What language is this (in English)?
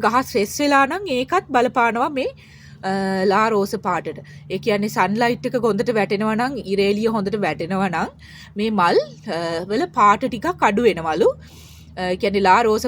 Sinhala